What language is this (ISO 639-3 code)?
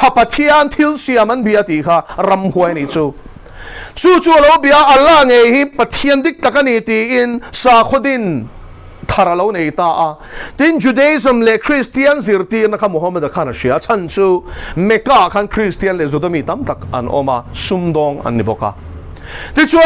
lus